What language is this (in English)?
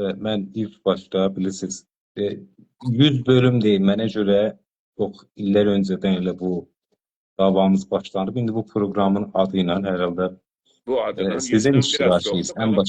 South Azerbaijani